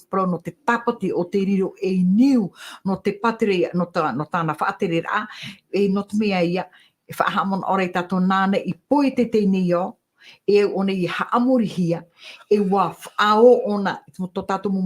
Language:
Tahitian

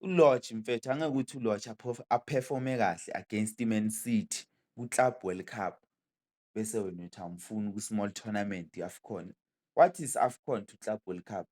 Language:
Zulu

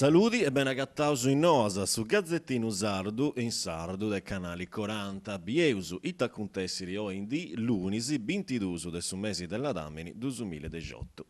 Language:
Sardinian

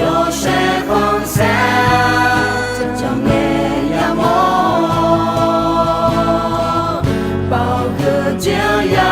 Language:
Akha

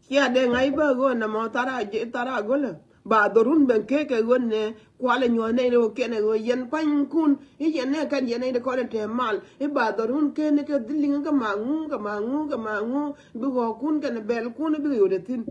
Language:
Nuer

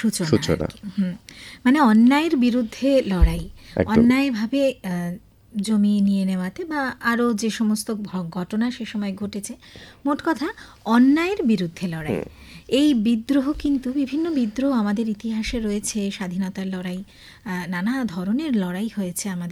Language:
Bangla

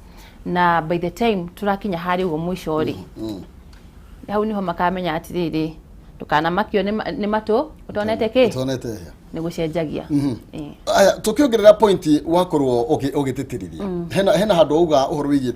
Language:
Kikuyu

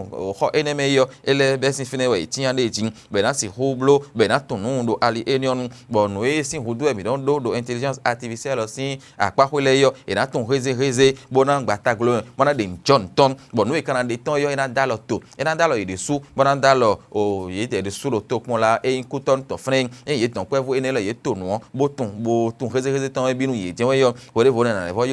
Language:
Fon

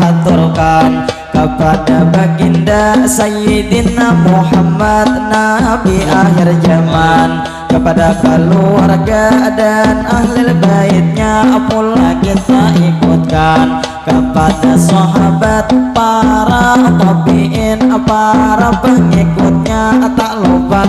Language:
Banjar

